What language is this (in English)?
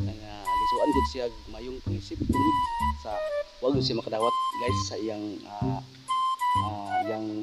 Cebuano